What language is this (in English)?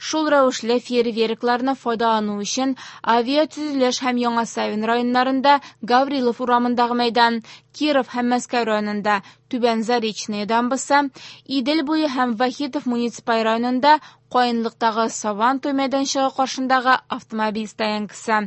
Tatar